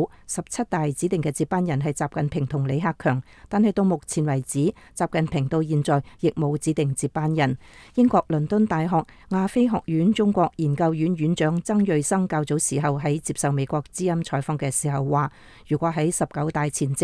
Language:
Cantonese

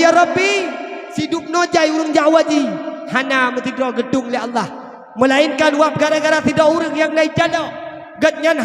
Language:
Achinese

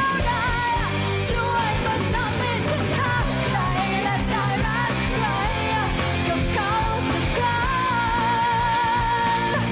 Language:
Thai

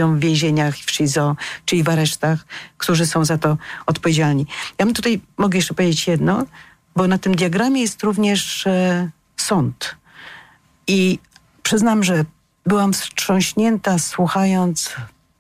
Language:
Polish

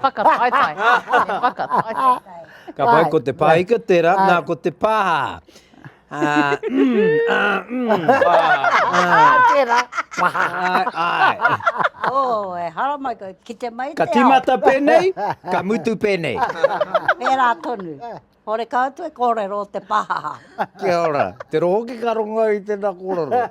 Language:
Māori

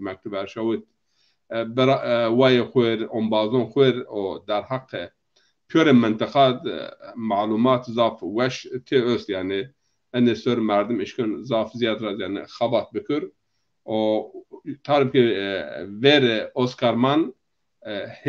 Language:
Zaza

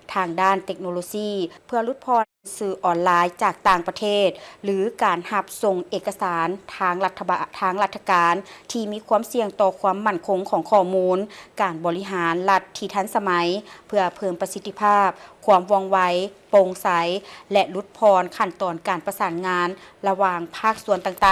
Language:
Lao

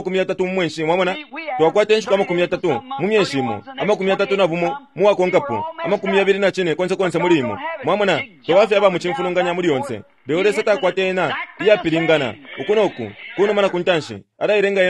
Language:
Bemba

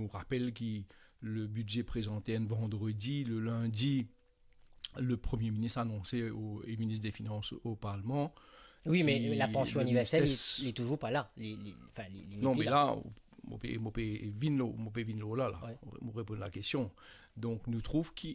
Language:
Morisyen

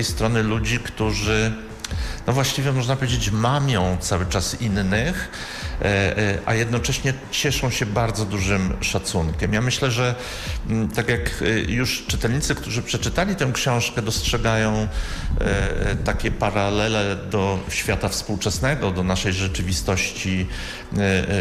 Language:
Polish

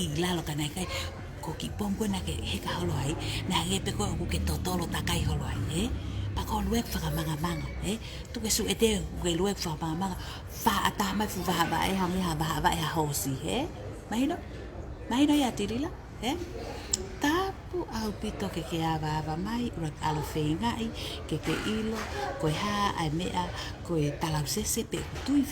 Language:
Tongan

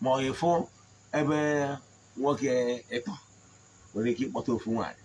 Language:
Igbo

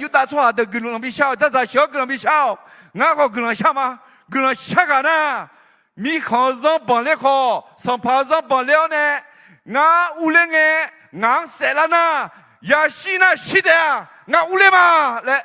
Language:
Akha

